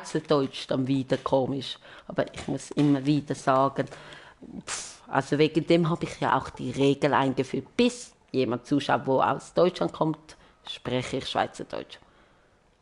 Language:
Swiss German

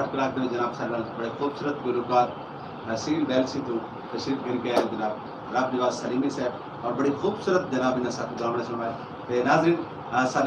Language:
Saraiki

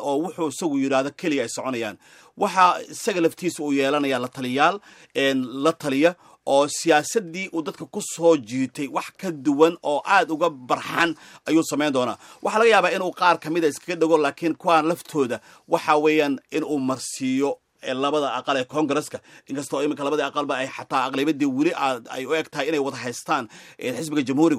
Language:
Somali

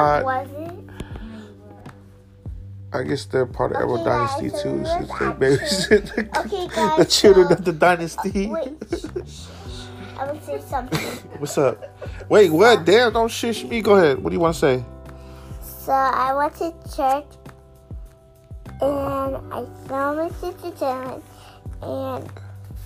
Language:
English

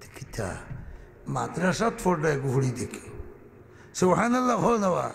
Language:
Sylheti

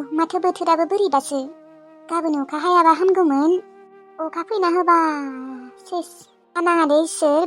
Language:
Bodo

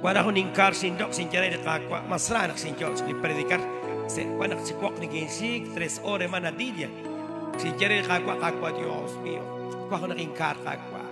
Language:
Kekchí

